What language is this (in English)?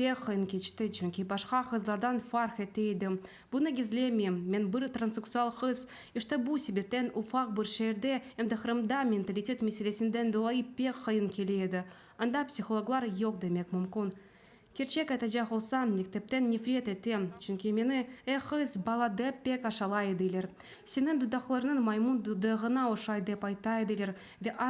Crimean Tatar